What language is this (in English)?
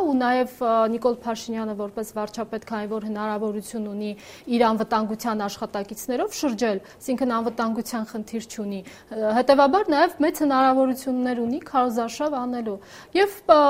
Armenian